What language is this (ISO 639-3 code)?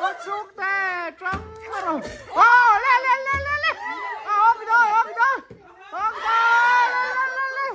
lus